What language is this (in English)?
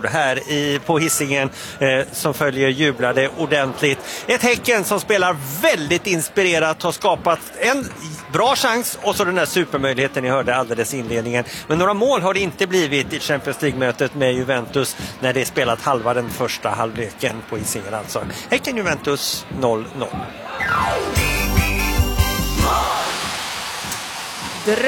Swedish